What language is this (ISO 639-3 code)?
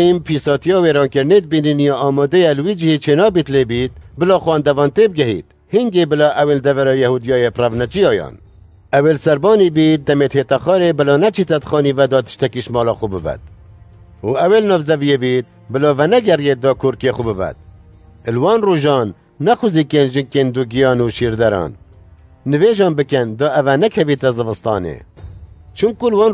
kur